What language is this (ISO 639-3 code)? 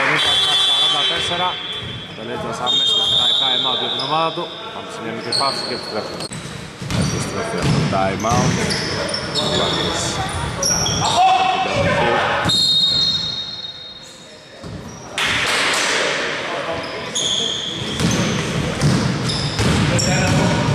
ell